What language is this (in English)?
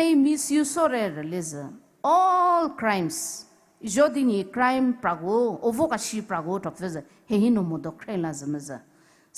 Poumei Naga